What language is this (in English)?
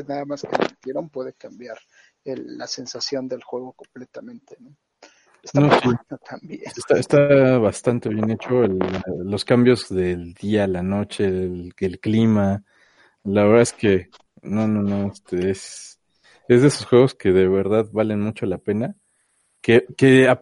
Spanish